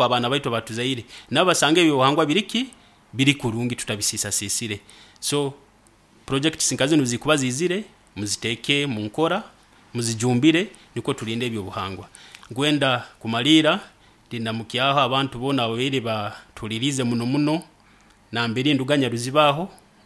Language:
Nyoro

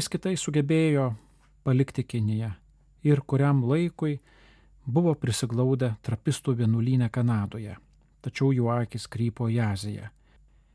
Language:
Lithuanian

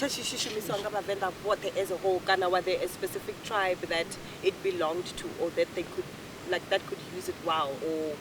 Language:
Venda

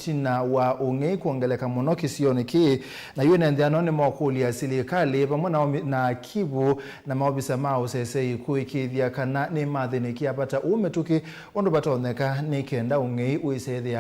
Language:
Kamba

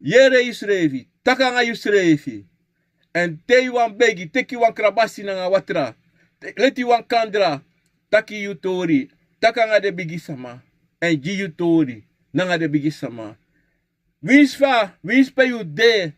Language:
Sranan Tongo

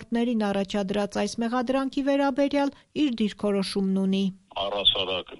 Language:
Armenian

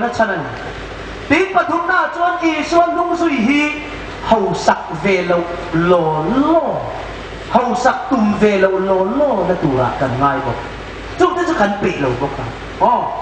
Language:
Hmar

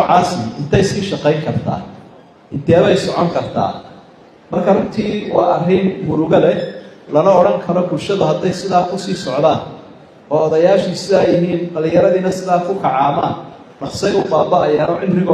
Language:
Somali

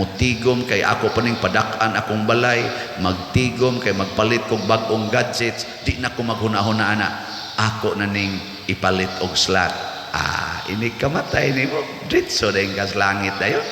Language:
Cebuano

